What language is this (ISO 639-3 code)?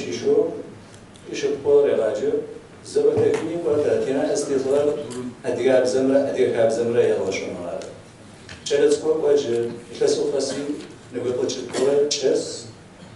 kbd